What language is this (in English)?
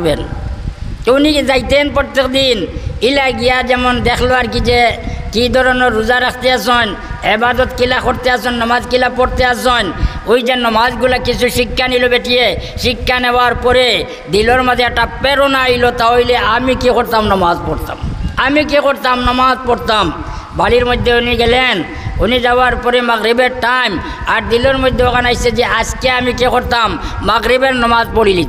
Sylheti